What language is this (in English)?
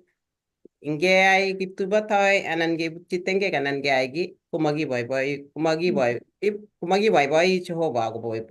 Kalenjin